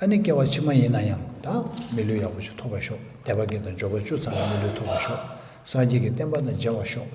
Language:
Tibetan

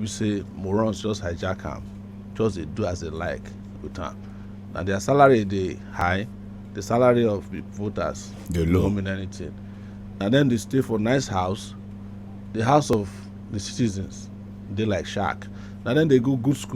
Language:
Nigerian Pidgin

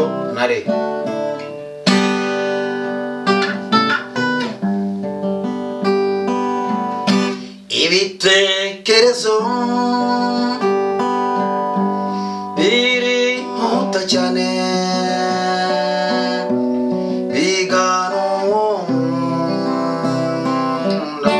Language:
Kinyarwanda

